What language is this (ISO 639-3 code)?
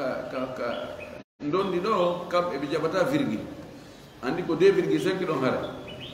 ful